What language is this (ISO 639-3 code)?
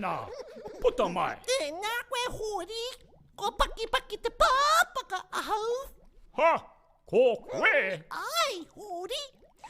mri